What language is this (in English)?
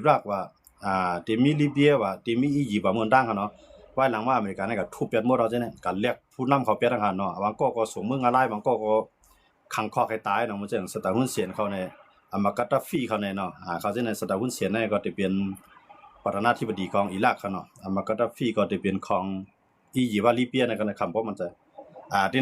Shan